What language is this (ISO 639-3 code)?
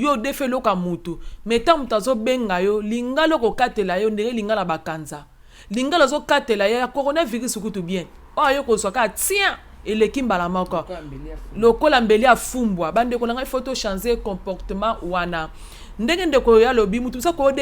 lin